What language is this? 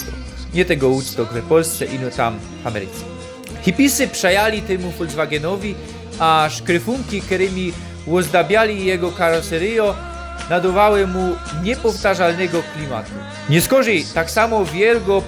Silesian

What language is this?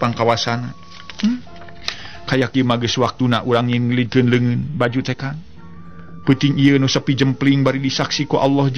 Sundanese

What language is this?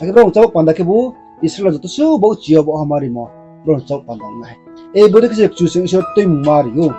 Riang (India)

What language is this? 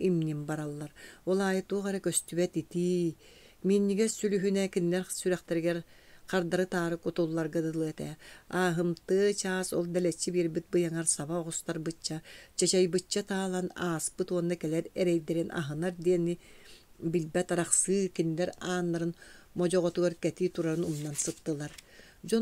Yakut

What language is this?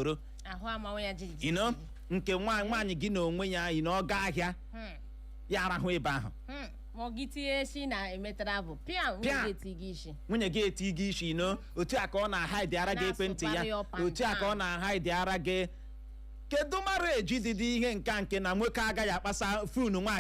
Igbo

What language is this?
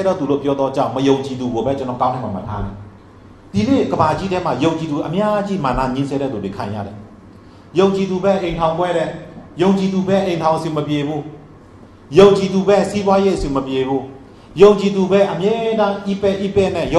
Burmese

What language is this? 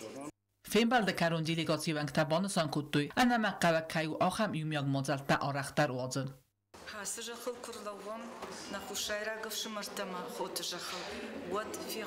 Ossetic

